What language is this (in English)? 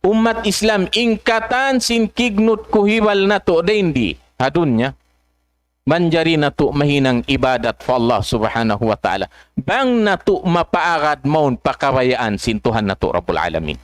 Tausug